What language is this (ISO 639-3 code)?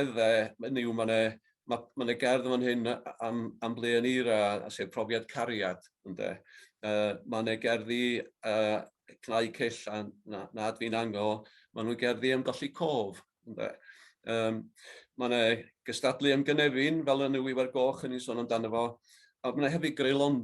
cym